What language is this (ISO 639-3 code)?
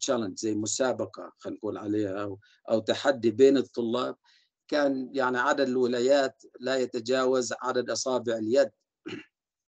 ara